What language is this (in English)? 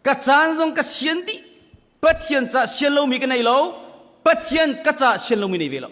Hakha Chin